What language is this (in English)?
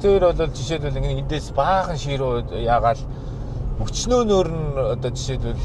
Mongolian